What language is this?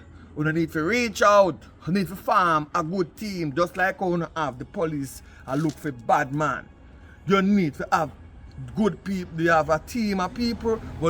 Jamaican Creole English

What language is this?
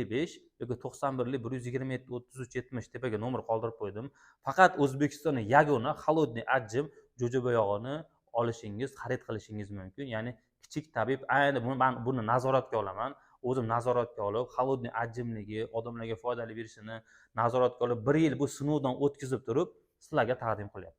Uzbek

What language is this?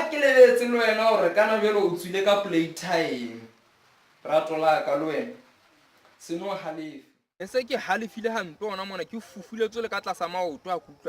Southern Sotho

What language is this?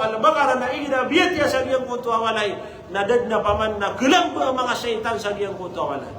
Maranao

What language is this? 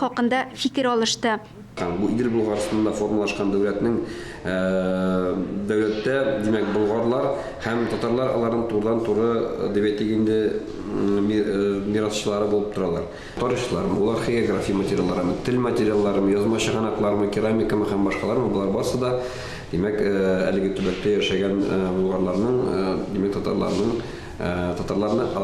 Tatar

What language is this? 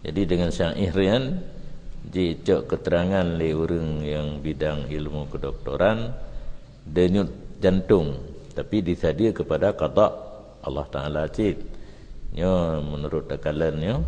Achinese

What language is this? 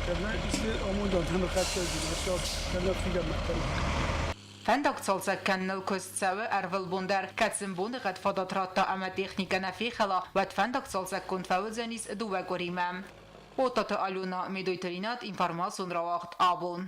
Ossetic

